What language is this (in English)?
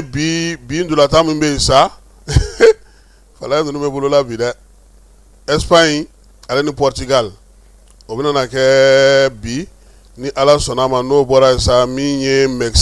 Bambara